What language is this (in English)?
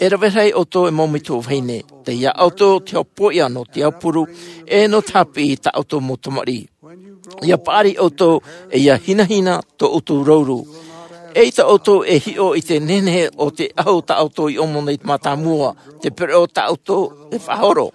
Tahitian